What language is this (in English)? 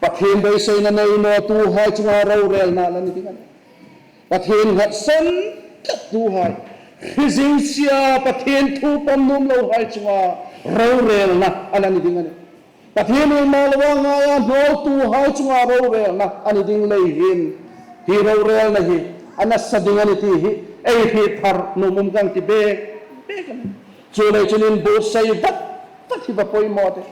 Hmar